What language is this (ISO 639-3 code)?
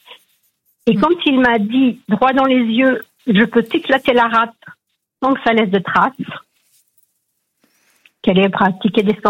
fra